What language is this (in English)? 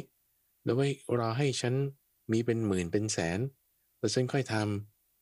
Thai